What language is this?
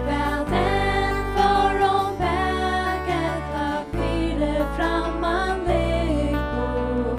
Faroese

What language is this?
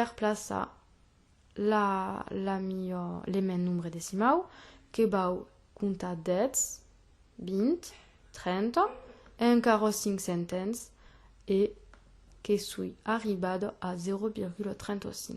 Occitan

